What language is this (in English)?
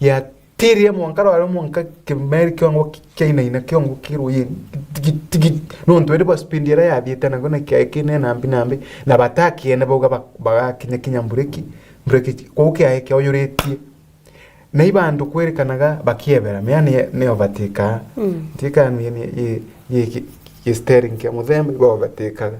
Meru